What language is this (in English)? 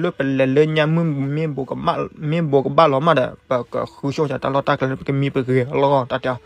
S'gaw Karen